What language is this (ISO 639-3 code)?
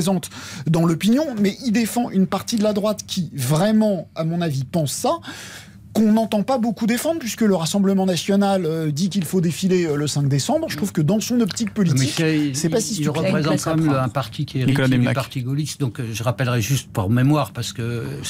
fra